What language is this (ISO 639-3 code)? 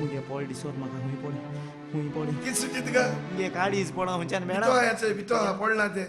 kok